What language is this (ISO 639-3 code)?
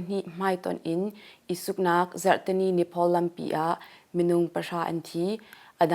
cnh